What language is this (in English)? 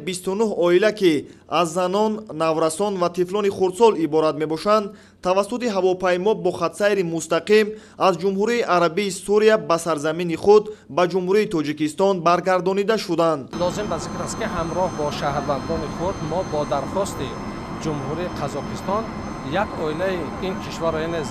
Tajik